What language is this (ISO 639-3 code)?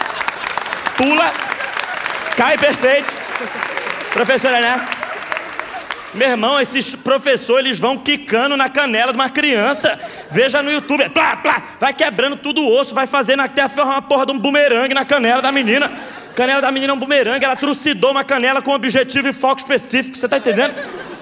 por